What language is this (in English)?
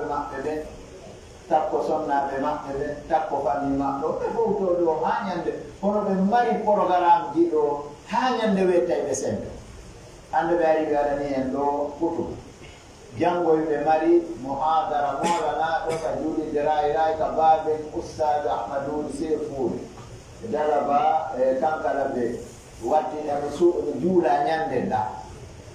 Pular